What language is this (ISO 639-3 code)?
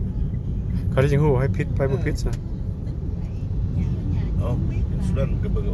lao